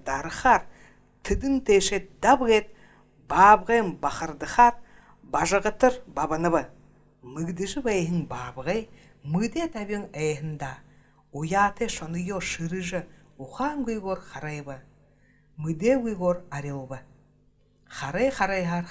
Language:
Buriat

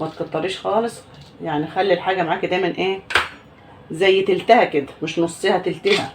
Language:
Egyptian Arabic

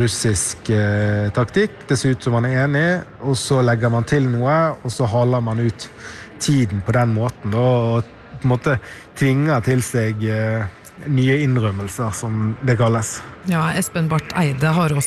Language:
Norwegian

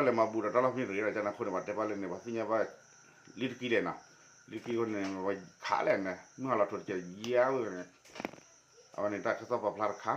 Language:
S'gaw Karen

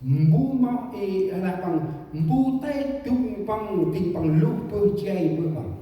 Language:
Central Mnong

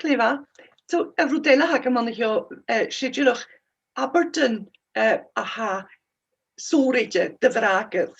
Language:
Scottish Gaelic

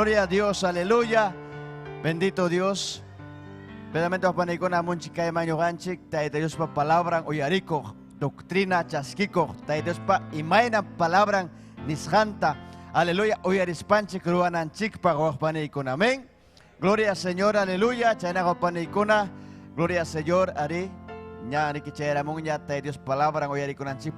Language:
Ayacucho Quechua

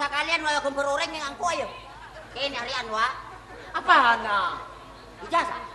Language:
Madurese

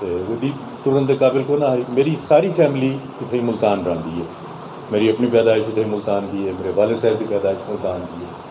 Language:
Saraiki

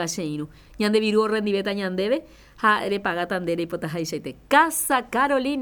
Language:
Guarani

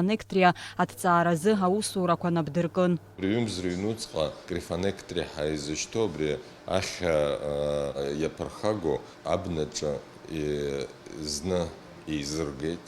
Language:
Abkhazian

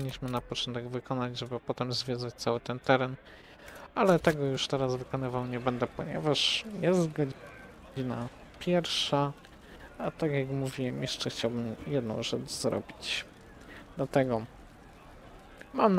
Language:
Polish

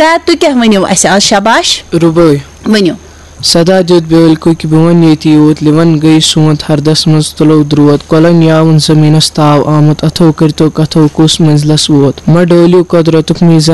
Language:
Kashmiri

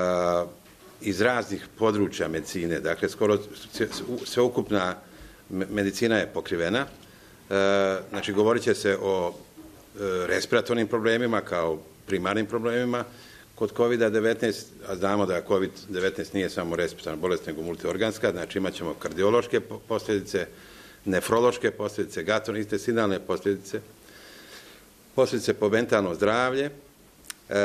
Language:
Bosnian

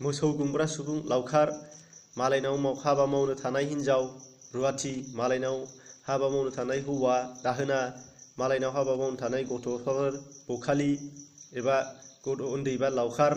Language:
Bodo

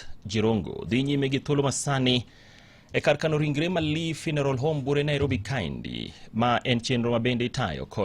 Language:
Luo (Kenya and Tanzania)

